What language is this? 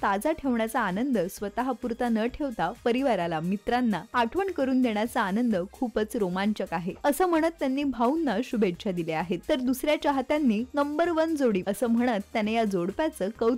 Marathi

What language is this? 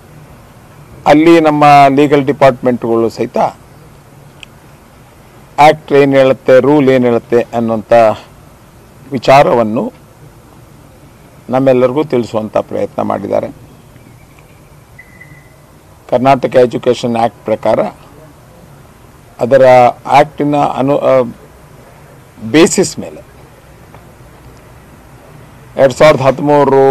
Kannada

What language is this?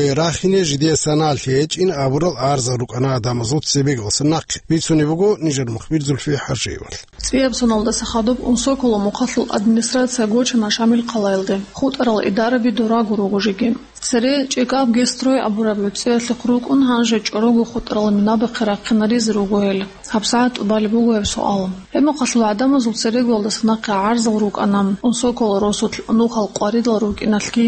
Avaric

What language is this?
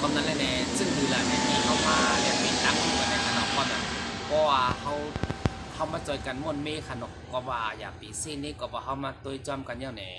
Shan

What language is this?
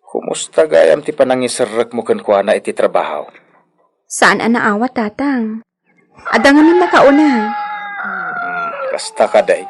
Iloko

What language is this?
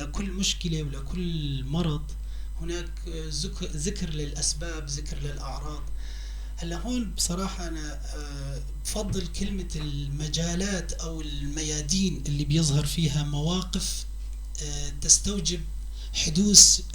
North Levantine Arabic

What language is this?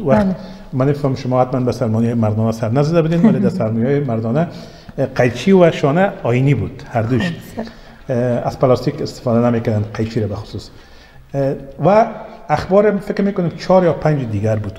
Persian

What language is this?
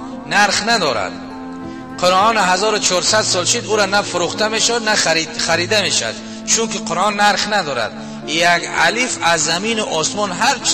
Tajik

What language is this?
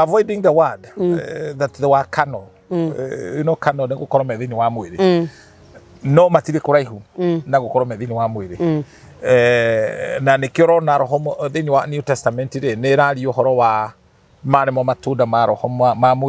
Kikuyu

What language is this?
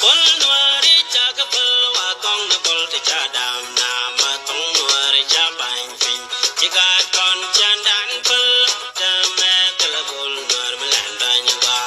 Nuer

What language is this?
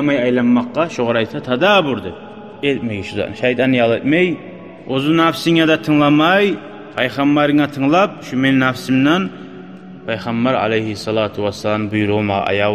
Kumyk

